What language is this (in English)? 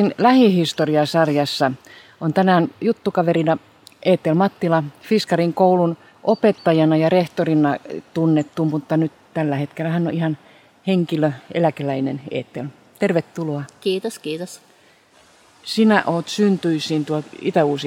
Finnish